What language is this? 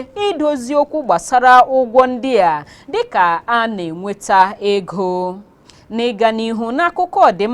Igbo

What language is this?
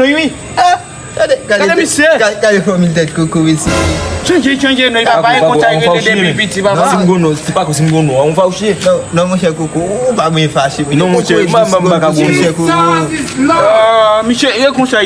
Haitian Creole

